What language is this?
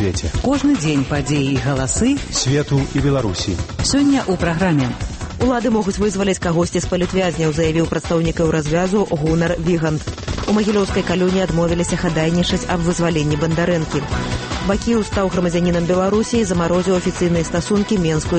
Belarusian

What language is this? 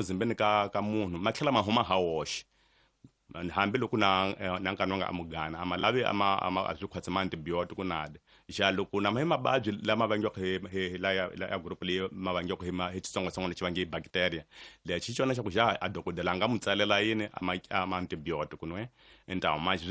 Tsonga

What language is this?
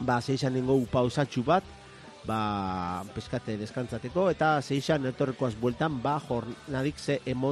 Basque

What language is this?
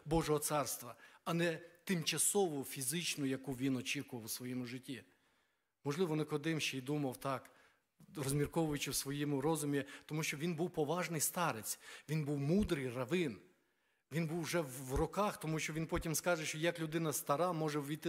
Ukrainian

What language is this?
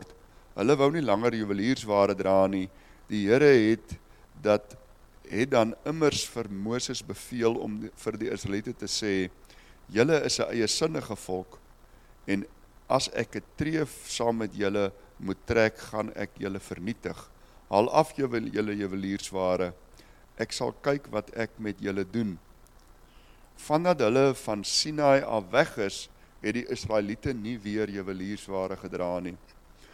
Afrikaans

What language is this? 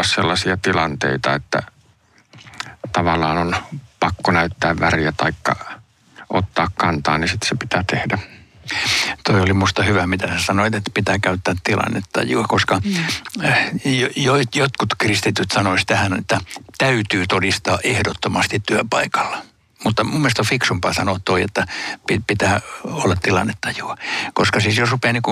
Finnish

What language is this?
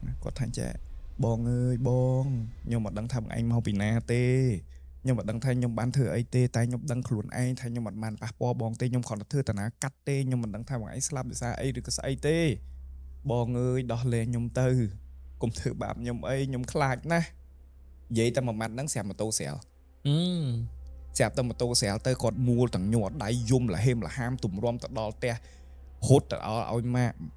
Khmer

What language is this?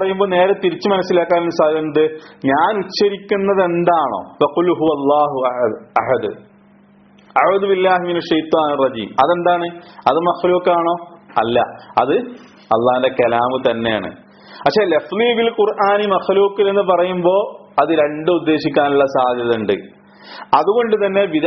Malayalam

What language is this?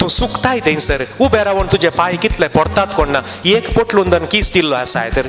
Konkani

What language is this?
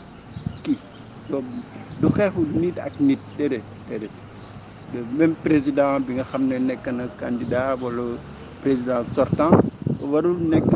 Wolof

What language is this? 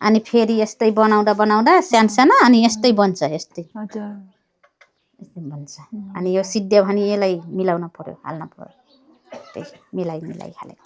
Nepali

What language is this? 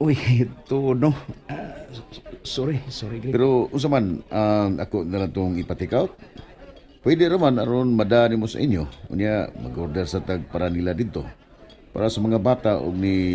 Cebuano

